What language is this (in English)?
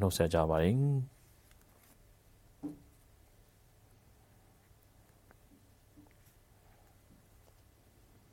Burmese